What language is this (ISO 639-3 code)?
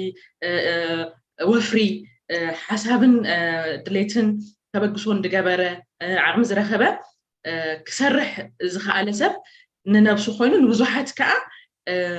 tir